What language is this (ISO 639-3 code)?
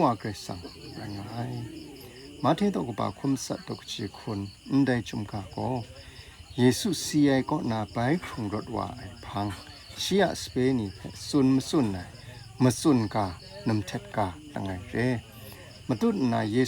kac